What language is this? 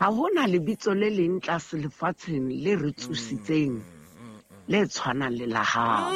Southern Sotho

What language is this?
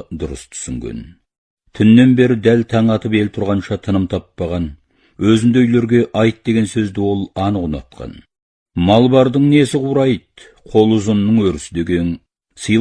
Kazakh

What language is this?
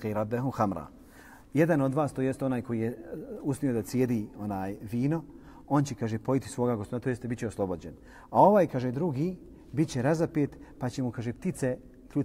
Bosnian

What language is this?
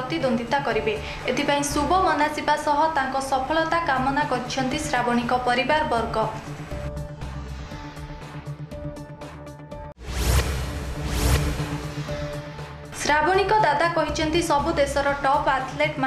Odia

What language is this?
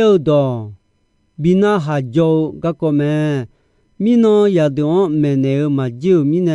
Akha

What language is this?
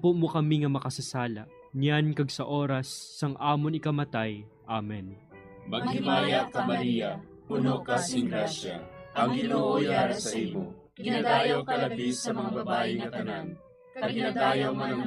Hiligaynon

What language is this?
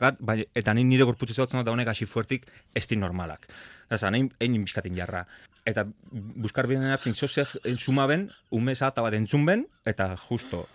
Basque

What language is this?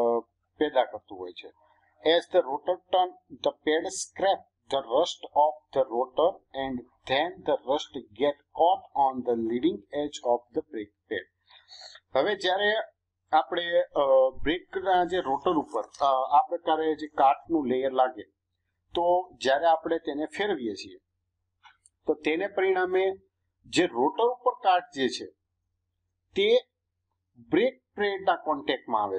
Gujarati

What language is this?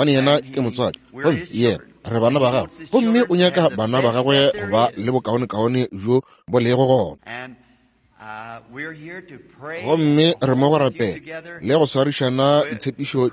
Northern Sotho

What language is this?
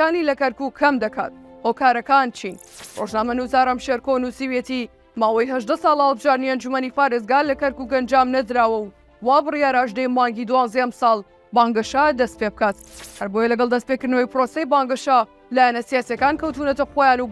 Central Kurdish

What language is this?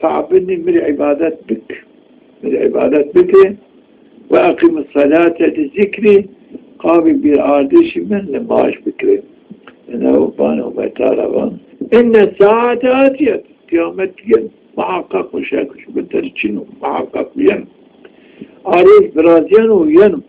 Zaza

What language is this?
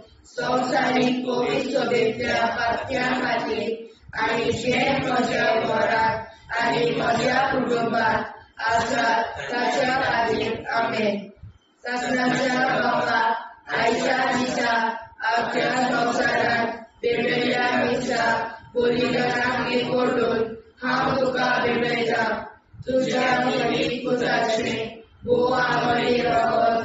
Konkani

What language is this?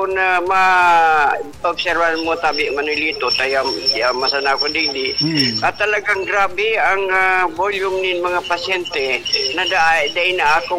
Bikol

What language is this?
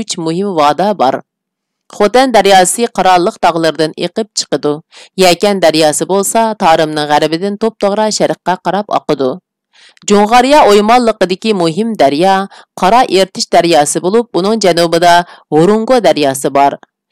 Uyghur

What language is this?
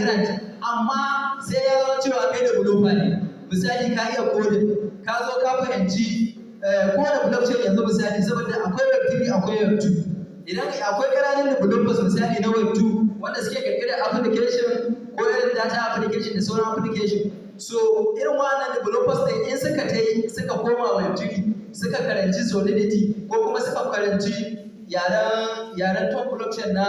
Hausa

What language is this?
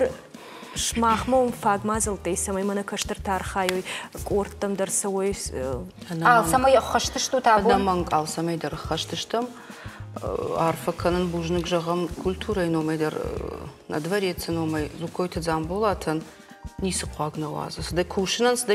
Ossetic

